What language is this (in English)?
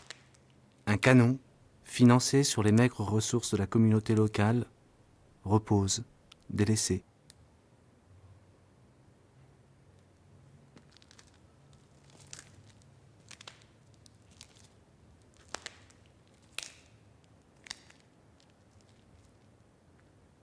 French